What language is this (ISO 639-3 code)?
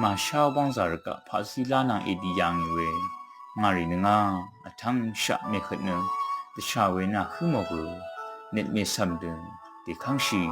raw